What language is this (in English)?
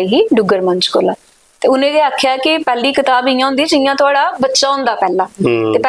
Dogri